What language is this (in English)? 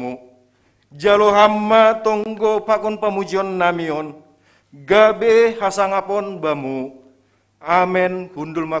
Batak Simalungun